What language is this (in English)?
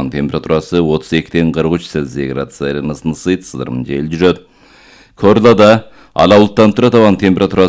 Kyrgyz